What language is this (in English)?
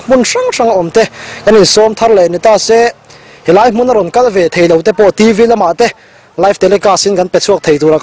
Mizo